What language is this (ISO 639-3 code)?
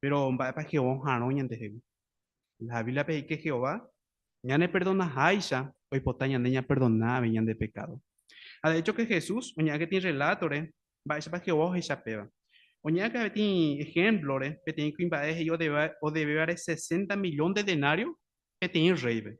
grn